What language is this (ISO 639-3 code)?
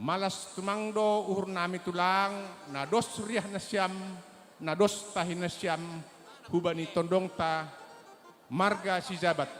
bts